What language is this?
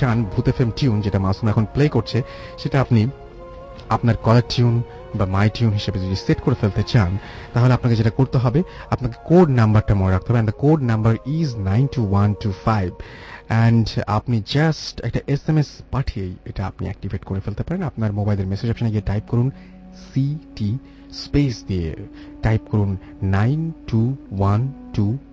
Bangla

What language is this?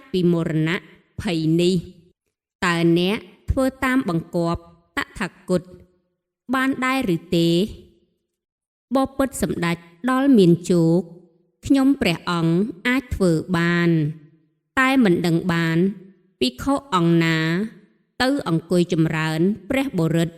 Khmer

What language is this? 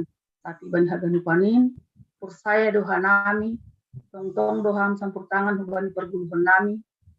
Batak Simalungun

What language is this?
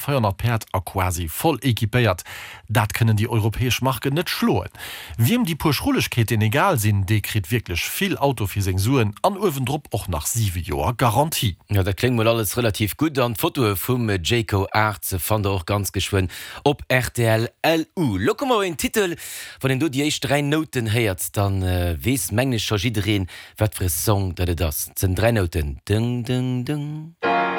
Luxembourgish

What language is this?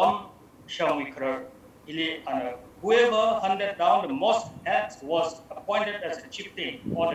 Tangkhul Naga (India)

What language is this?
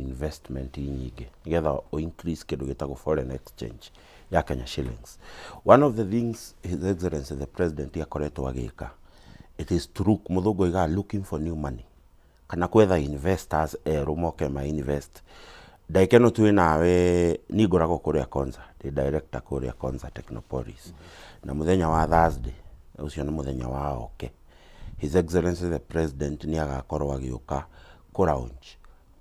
Kikuyu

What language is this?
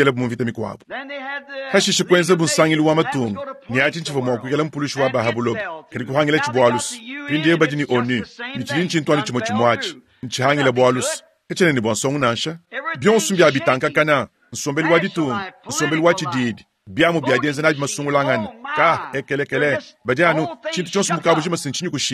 Luba-Lulua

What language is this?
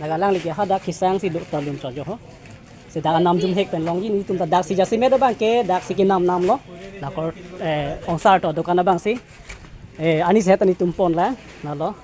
Karbi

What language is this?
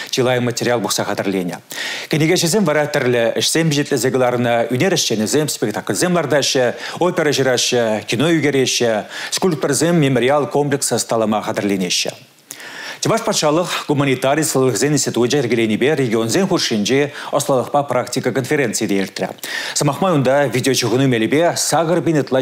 Chuvash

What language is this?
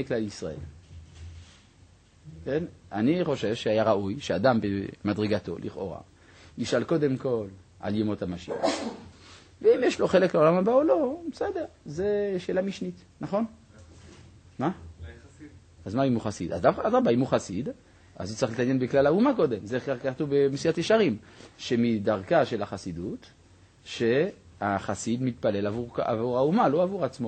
Hebrew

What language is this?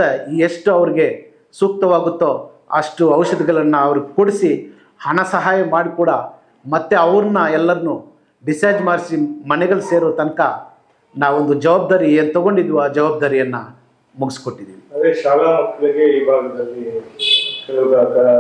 Kannada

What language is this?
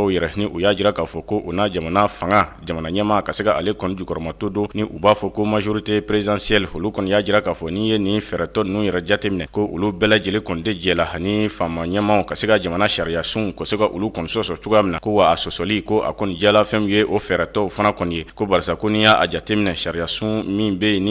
Bambara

